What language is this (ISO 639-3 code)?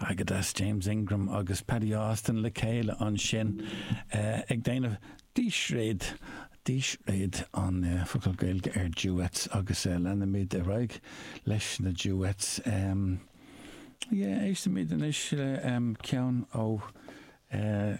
gle